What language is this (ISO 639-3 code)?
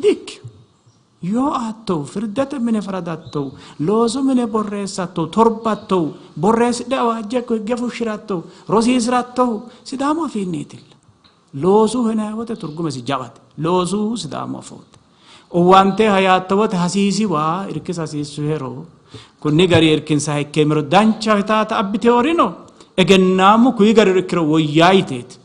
sid